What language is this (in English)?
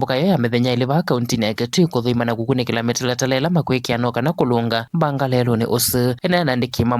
Kamba